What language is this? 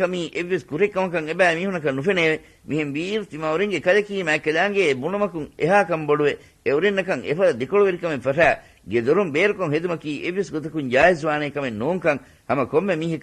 Divehi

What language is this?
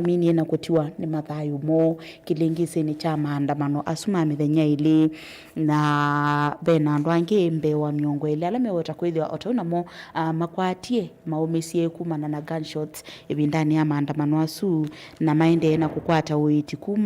Kamba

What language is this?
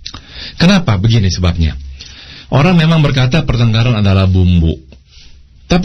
Indonesian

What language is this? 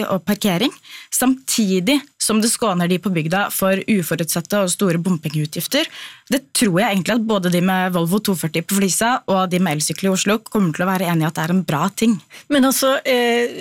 Norwegian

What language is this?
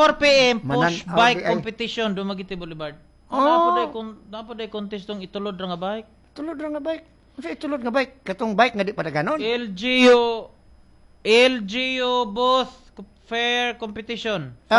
Cebuano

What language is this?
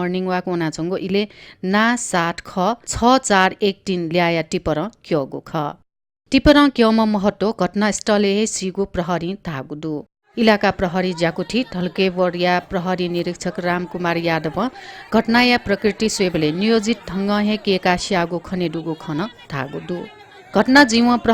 Newari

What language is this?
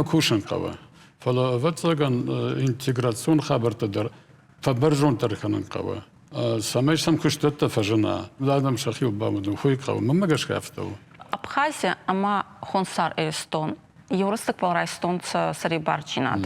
Ossetic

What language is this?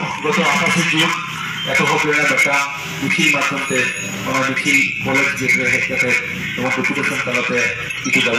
Santali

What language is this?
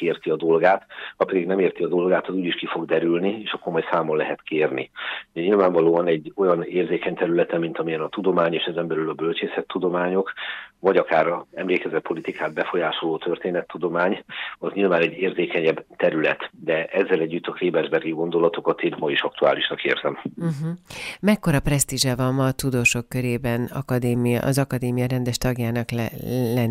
Hungarian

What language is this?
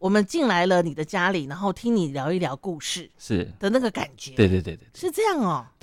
Chinese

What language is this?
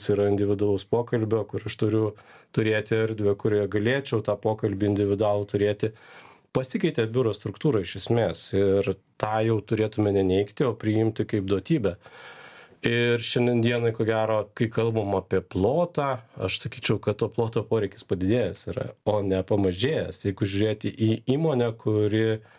Lithuanian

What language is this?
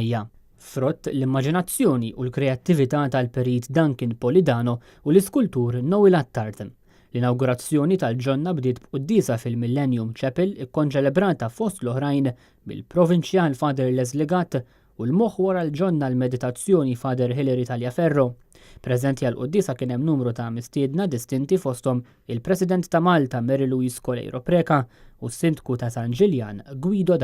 Maltese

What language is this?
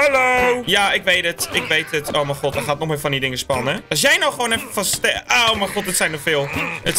Dutch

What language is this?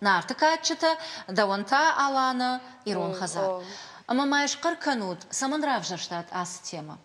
Ossetic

